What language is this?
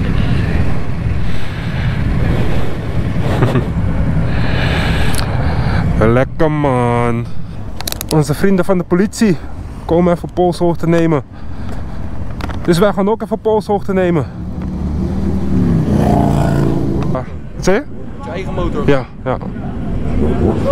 Dutch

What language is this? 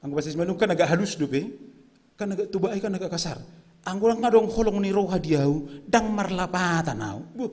Batak Simalungun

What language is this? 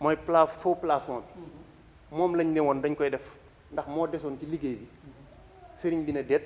Wolof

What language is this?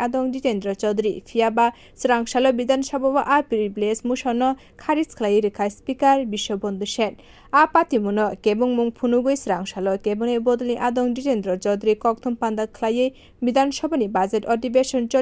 Kok Borok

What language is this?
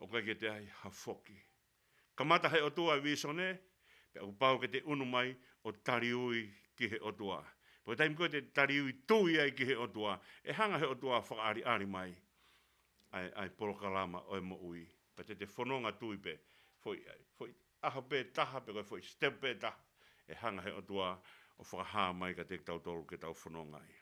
Tongan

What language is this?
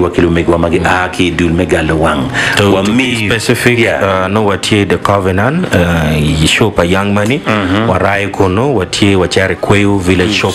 Acoli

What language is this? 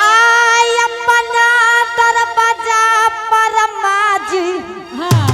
Angika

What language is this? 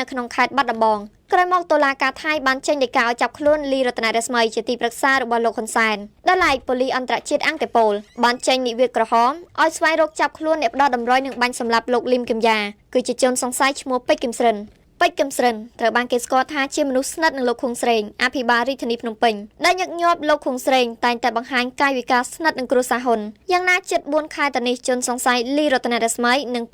Khmer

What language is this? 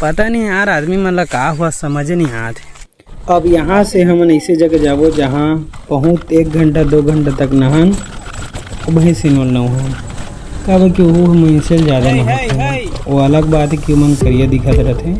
Chhattisgarhi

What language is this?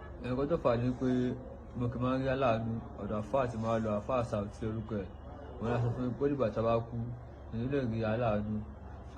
Yoruba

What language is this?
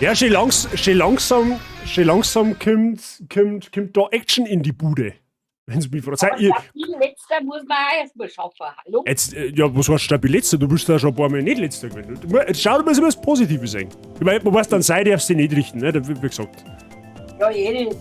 Bavarian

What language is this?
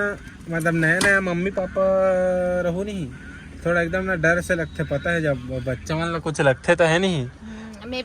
Chhattisgarhi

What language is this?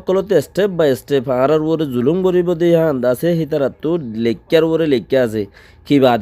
Rohingya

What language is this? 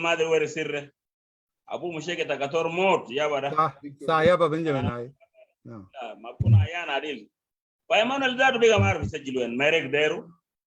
Sudanese Arabic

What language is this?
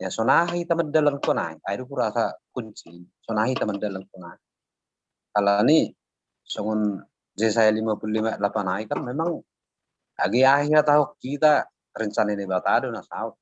Batak Simalungun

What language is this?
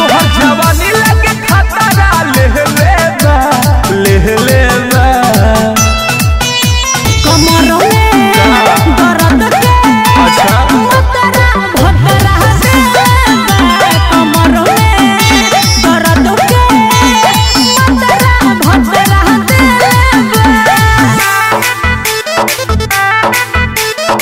Bhojpuri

